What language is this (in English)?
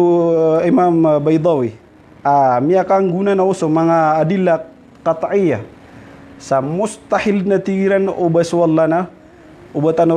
Maranao